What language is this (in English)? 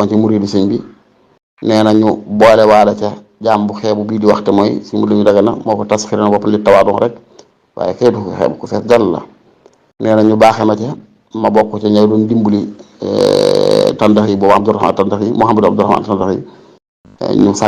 Wolof